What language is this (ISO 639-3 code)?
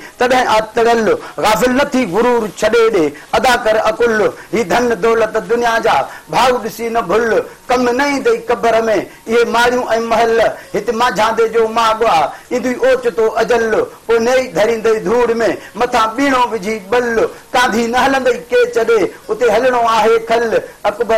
snd